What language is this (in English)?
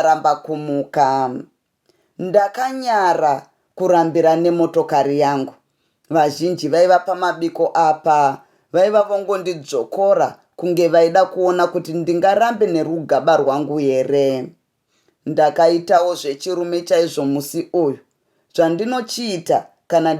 Shona